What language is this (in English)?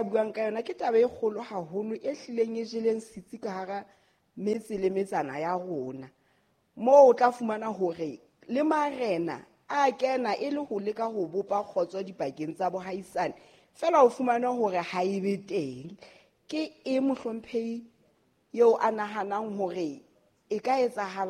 Southern Sotho